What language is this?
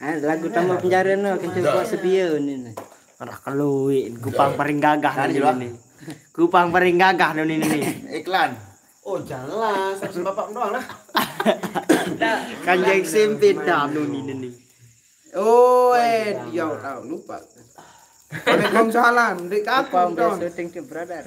Sasak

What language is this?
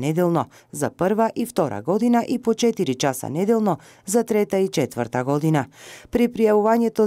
Macedonian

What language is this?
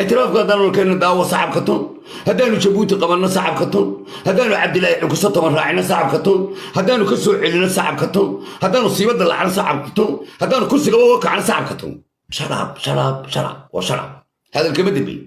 Somali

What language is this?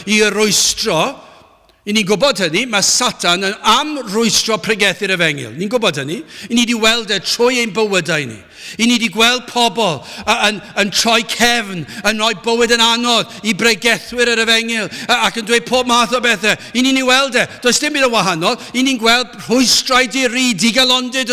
Welsh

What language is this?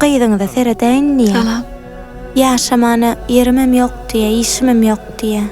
Turkmen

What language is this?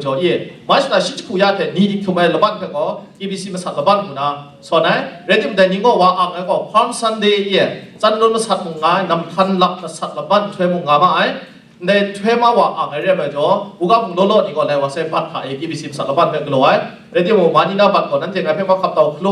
Kachin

